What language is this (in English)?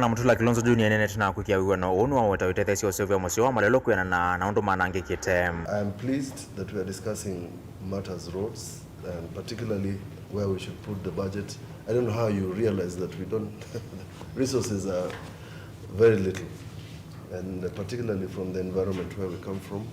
Kamba